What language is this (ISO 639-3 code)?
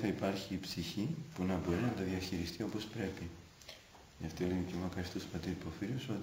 ell